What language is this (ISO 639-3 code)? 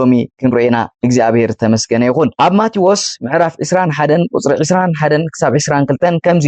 tir